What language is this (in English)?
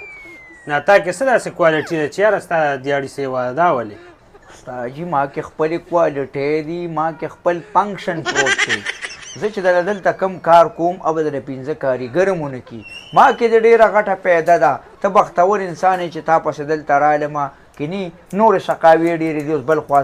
Pashto